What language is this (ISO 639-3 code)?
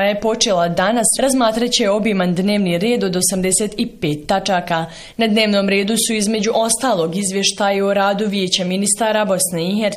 bos